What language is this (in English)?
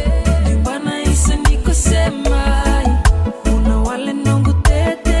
Fijian